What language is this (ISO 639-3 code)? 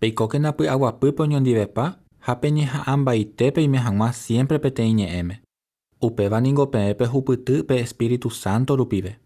grn